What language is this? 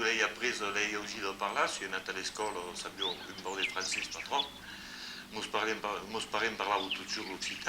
Occitan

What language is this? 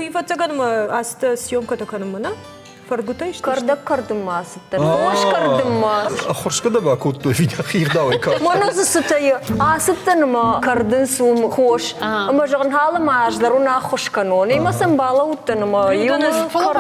Ossetic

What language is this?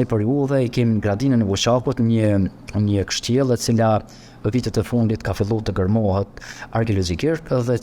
Albanian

